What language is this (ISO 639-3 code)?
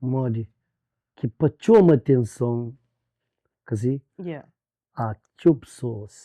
kea